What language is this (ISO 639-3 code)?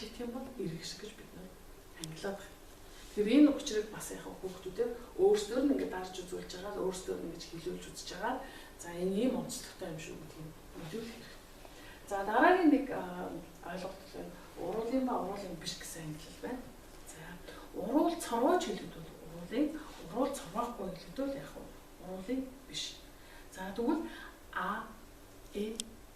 mon